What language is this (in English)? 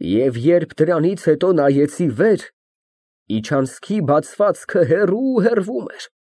Armenian